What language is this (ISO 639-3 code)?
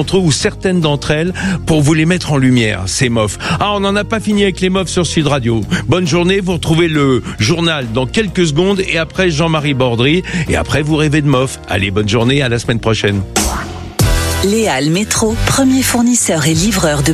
fra